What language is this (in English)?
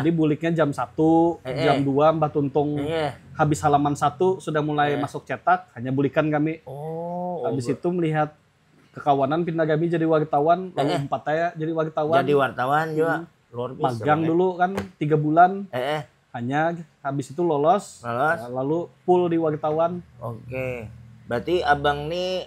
Banjar